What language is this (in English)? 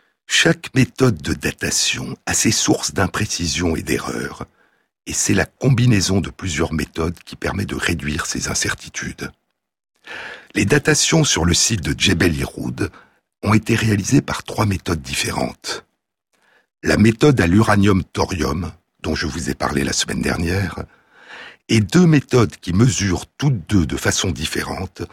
French